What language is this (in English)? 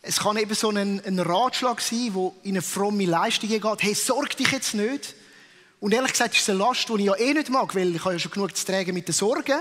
Swiss German